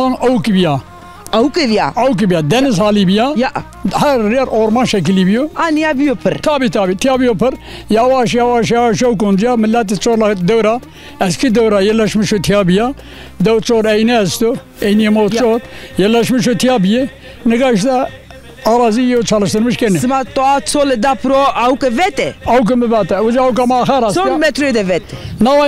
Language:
Zaza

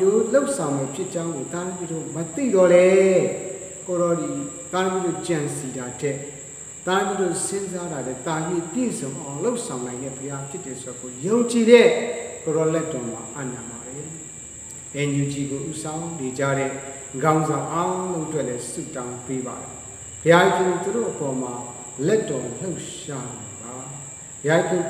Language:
Burmese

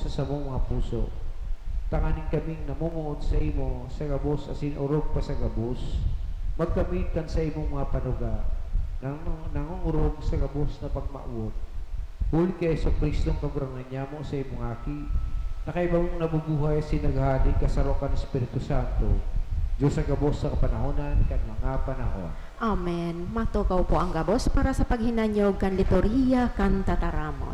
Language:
Bikol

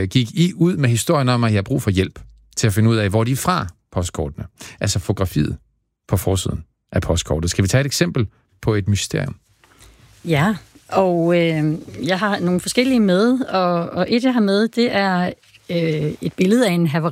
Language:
Danish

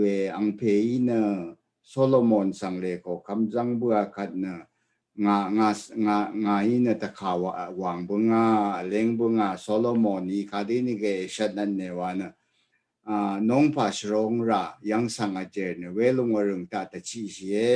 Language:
Rawang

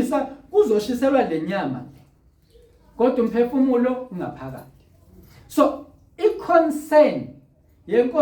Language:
Zulu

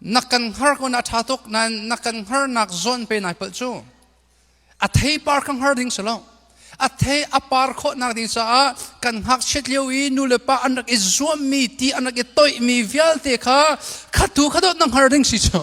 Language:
Hakha Chin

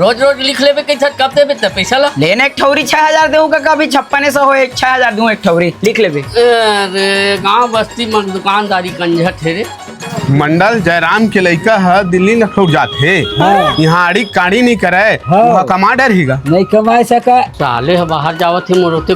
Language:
Chhattisgarhi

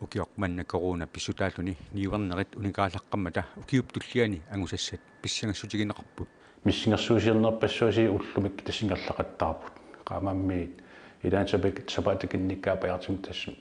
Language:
Kalaallisut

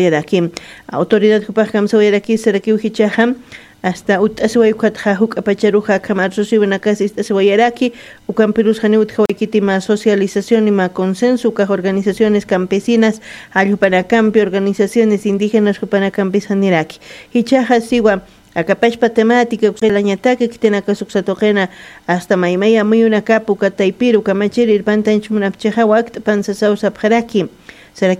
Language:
Aymara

